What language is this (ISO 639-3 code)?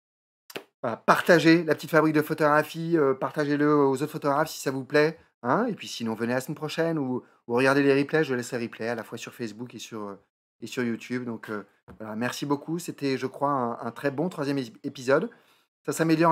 fra